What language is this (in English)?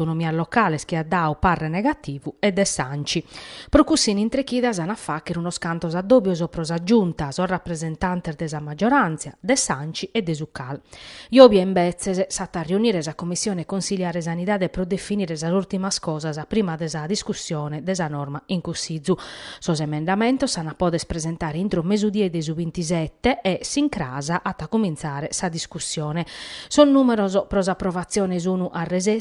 Sardinian